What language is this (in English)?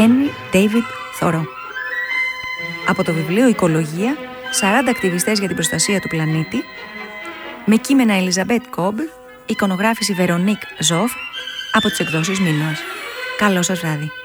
Greek